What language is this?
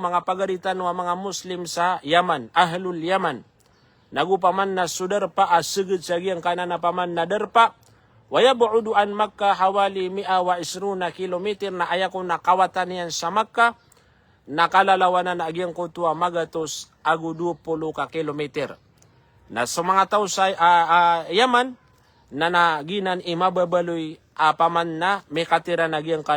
Maranao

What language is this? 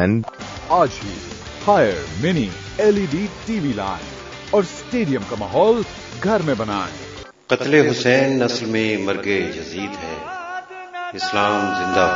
Urdu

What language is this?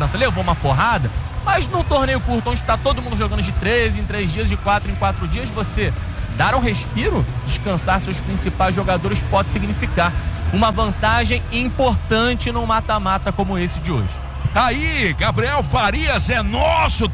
Portuguese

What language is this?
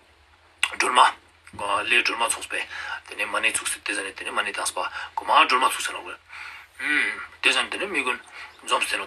Ladakhi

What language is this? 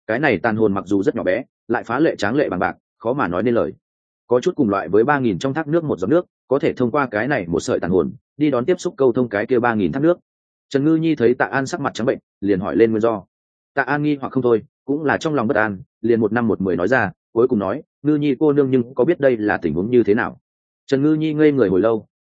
Vietnamese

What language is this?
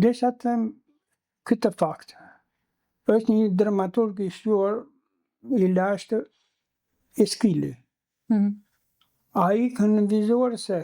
Albanian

